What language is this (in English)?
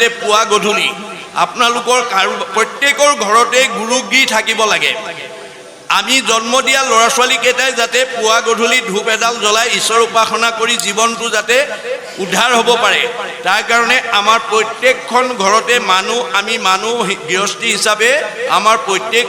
Assamese